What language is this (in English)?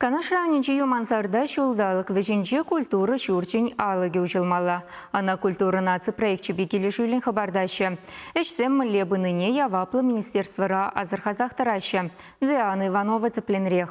Chuvash